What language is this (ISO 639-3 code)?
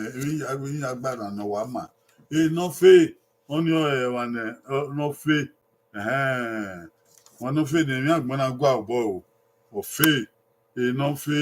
bin